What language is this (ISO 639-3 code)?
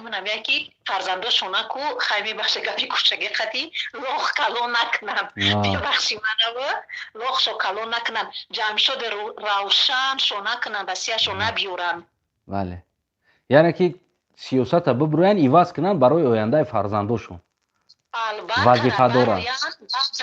tgk